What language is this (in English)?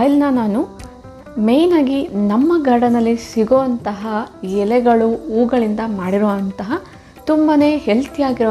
Kannada